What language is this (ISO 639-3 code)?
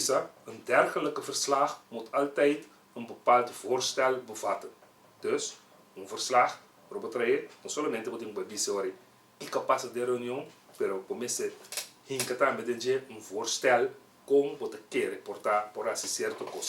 pap